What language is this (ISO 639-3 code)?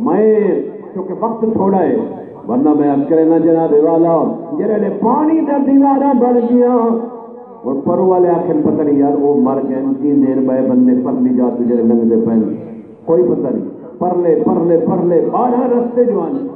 skr